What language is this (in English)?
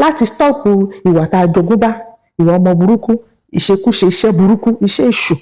Yoruba